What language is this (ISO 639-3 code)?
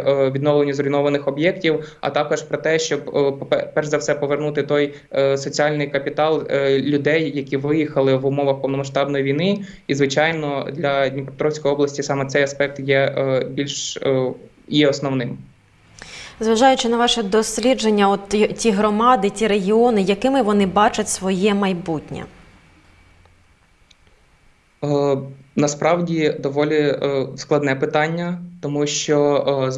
ukr